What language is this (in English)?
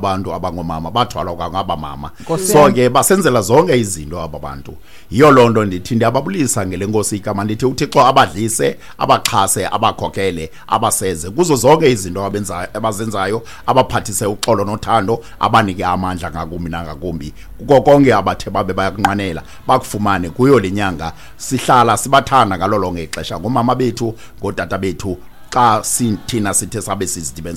Xhosa